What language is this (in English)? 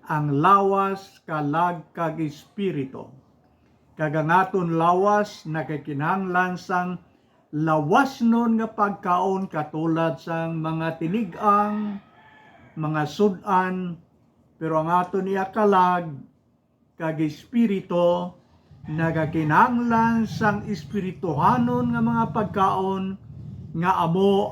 Hiligaynon